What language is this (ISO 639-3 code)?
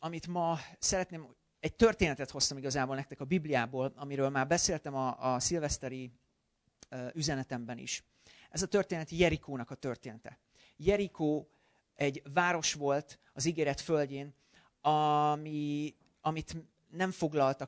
hun